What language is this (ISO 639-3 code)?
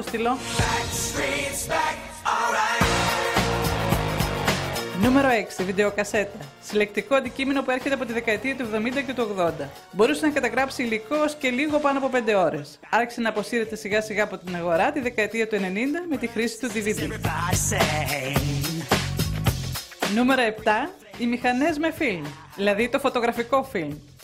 ell